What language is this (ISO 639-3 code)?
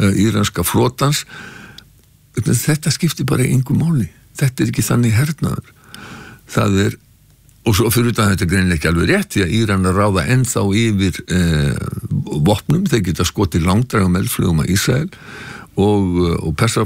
isl